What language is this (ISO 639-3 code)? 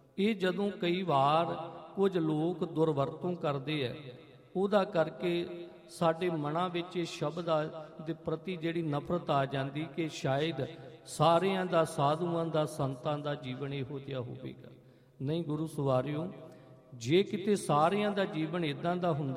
pan